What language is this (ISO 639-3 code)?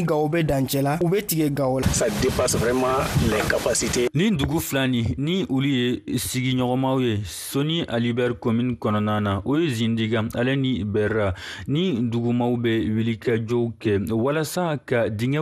bam